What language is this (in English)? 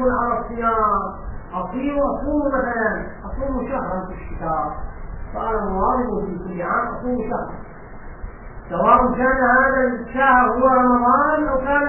Arabic